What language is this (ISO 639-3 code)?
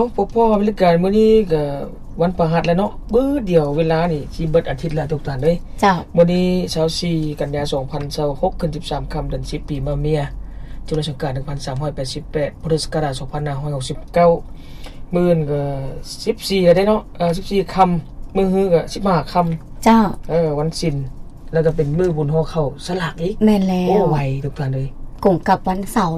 lao